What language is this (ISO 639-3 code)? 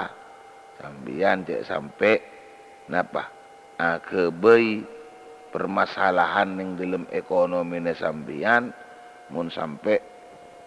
mad